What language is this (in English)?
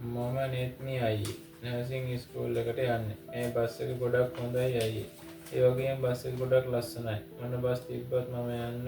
Sinhala